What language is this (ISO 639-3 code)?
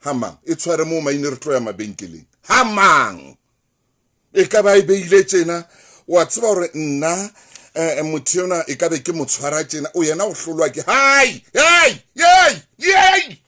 sot